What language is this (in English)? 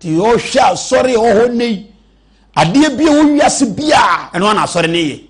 Akan